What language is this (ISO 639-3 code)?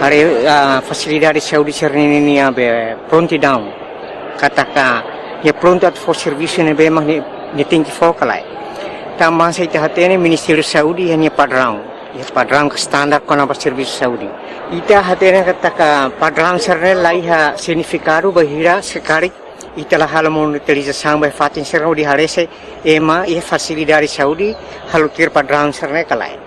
tet